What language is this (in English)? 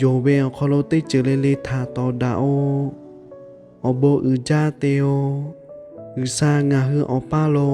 Lahu